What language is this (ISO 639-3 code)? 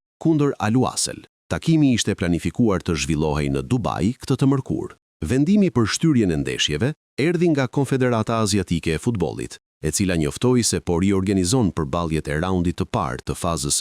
sqi